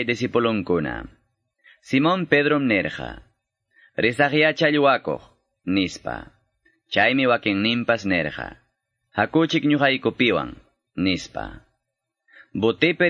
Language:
Quechua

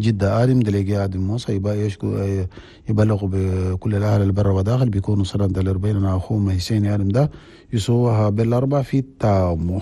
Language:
Chadian Arabic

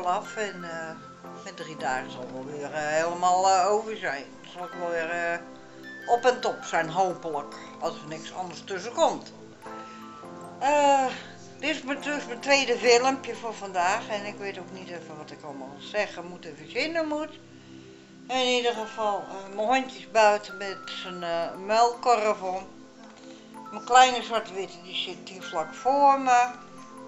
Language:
Dutch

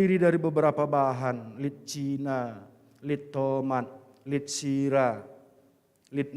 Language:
Batak Karo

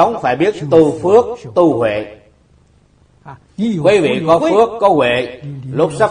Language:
Vietnamese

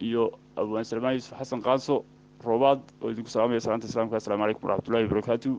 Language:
Somali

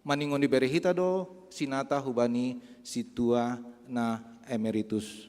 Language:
Batak Simalungun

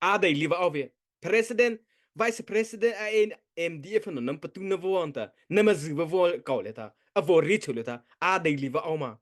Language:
Mara Chin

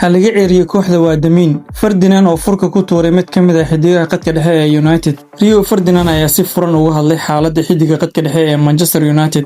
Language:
Somali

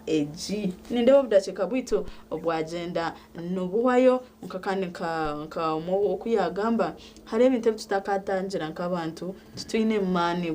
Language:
Nyankole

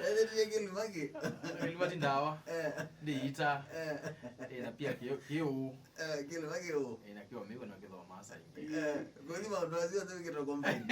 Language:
Kamba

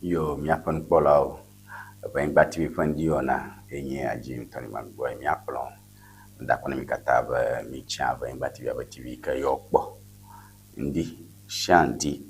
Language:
Ewe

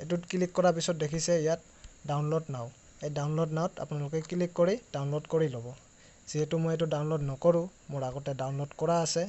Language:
Assamese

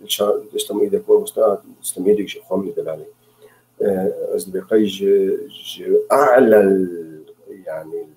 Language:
Kurdish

